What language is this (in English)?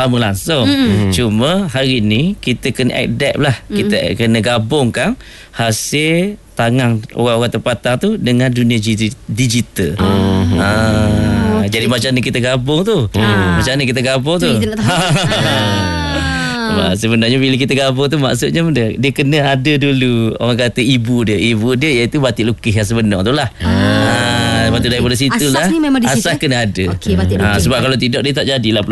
Malay